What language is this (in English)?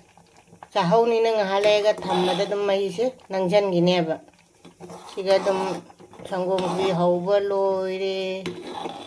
Manipuri